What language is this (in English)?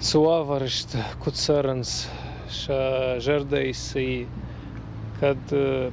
Ossetic